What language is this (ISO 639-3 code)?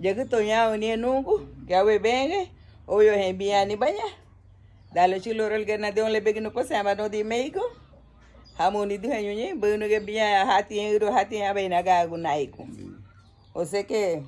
cab